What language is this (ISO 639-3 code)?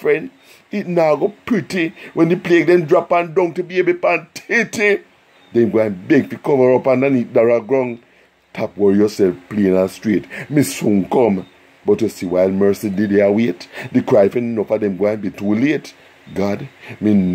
jam